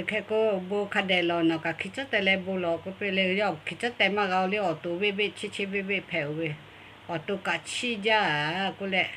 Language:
Lahu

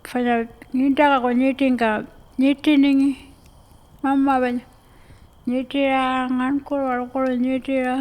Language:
Pitjantjatjara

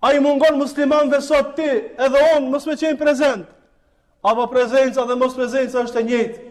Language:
Albanian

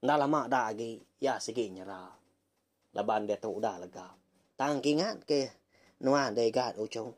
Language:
Iban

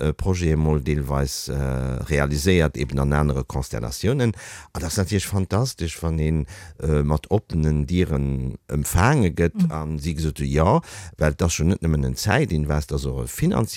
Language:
Luxembourgish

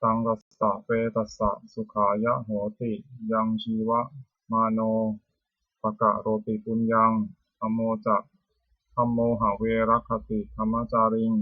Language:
Pali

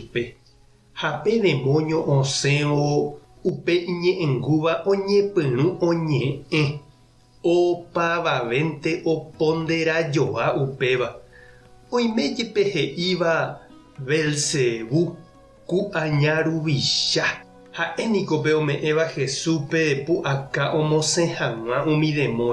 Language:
Guarani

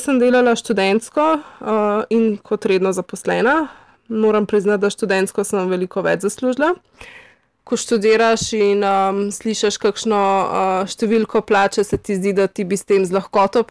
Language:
Slovenian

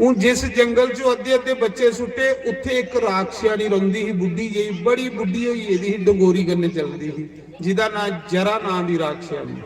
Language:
Dogri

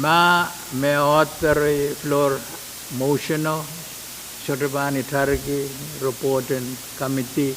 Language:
Pohnpeian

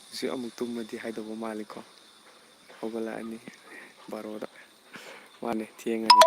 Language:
Manipuri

